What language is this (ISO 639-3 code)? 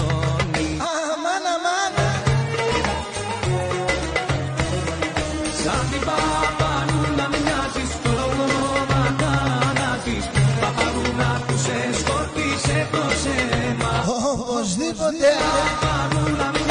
ell